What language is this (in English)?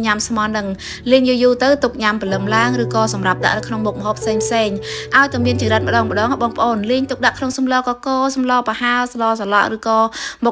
Khmer